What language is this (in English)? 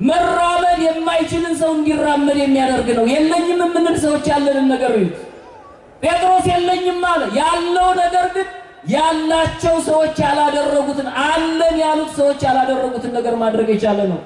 Amharic